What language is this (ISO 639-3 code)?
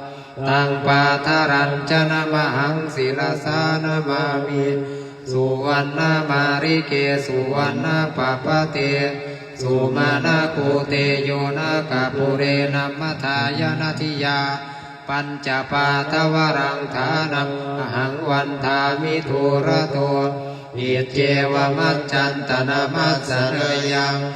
pli